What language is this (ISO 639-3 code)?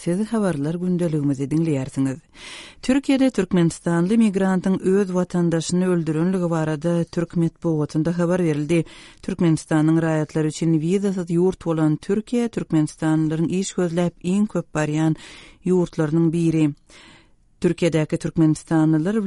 tuk